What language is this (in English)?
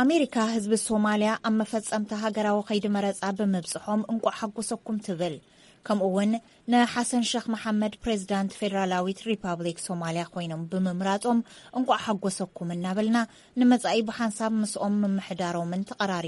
Tigrinya